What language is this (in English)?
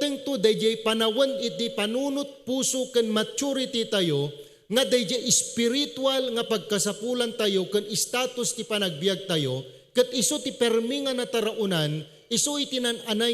Iloko